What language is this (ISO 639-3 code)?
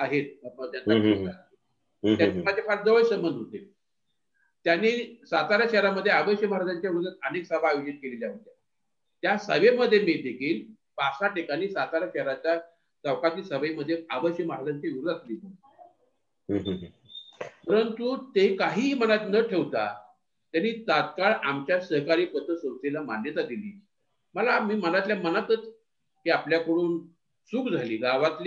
mar